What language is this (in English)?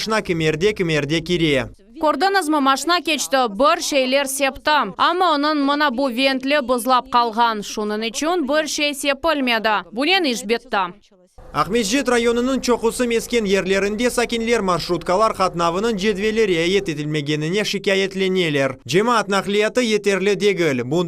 Crimean Tatar